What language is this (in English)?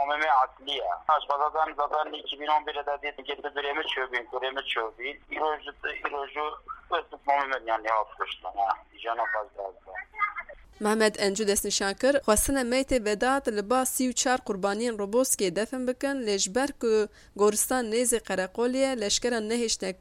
Kurdish